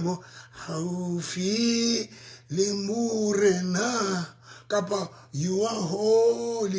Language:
Southern Sotho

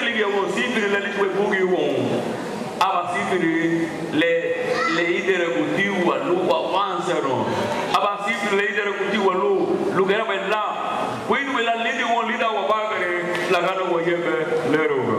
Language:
Garifuna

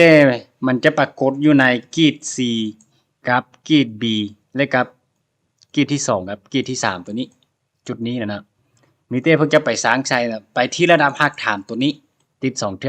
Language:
Lao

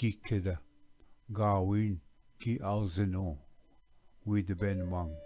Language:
Ojibwa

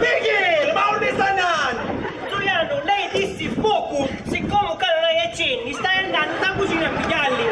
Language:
Sicilian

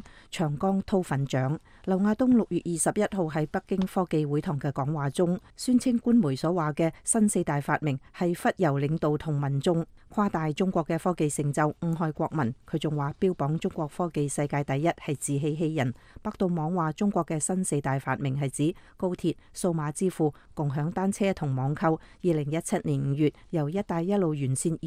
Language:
Cantonese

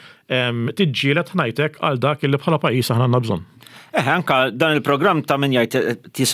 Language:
Maltese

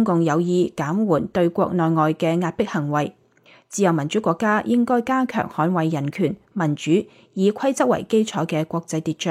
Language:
Cantonese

